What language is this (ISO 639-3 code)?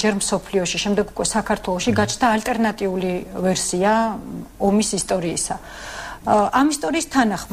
kat